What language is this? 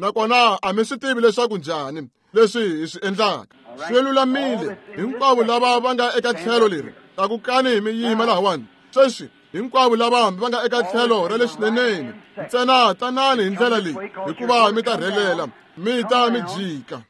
Tsonga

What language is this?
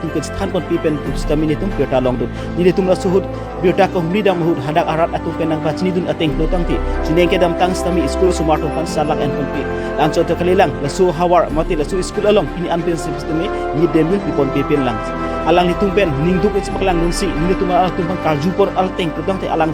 Karbi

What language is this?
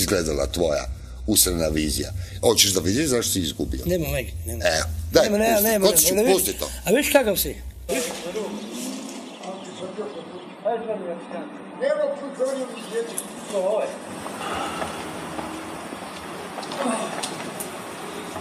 Croatian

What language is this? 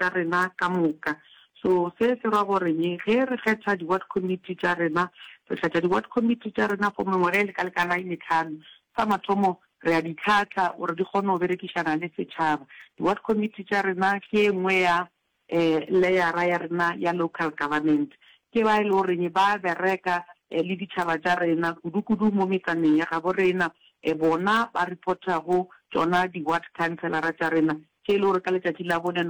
Northern Sotho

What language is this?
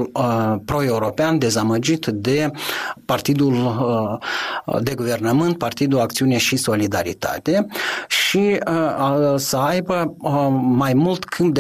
Romanian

